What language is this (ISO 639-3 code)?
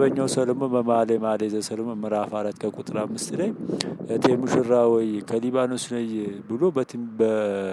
amh